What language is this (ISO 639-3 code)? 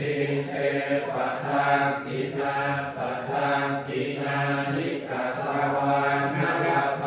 pli